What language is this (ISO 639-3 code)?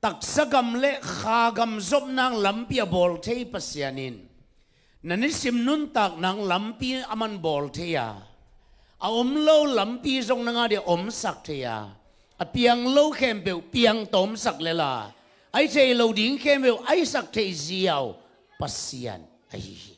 ctd